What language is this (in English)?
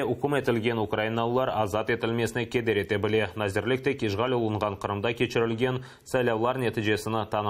Crimean Tatar